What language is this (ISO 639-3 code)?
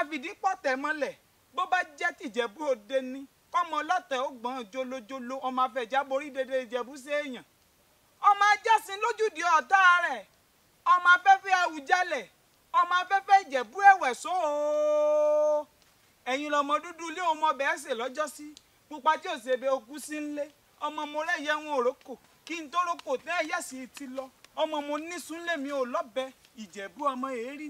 yor